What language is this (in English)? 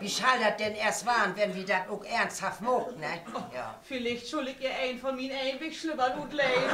Low German